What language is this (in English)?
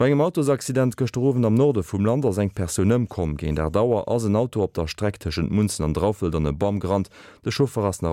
Luxembourgish